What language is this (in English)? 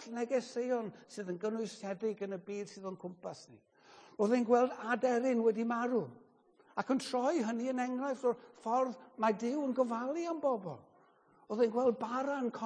Welsh